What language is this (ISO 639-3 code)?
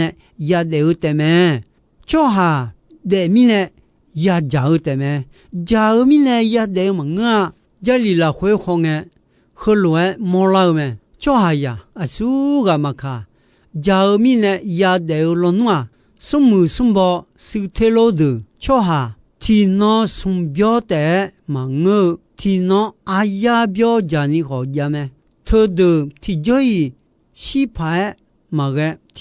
ahk